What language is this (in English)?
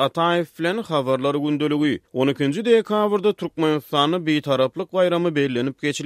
Turkmen